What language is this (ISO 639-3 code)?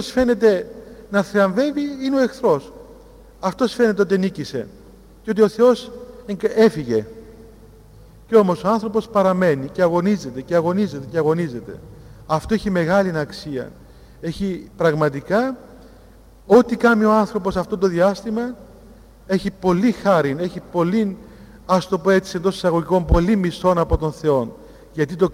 ell